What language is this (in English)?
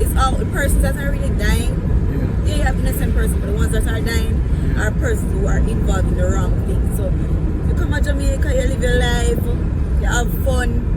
Jamaican Creole English